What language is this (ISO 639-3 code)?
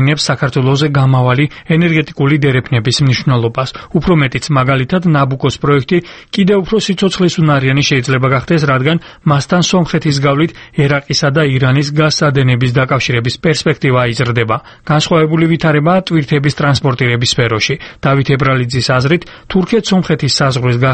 kat